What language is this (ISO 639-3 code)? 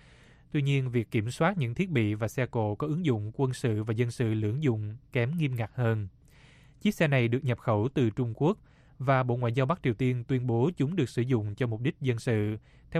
vie